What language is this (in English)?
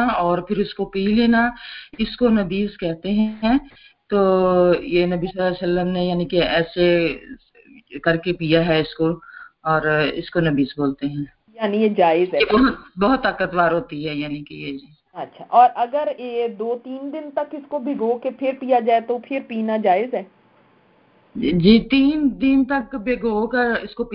Urdu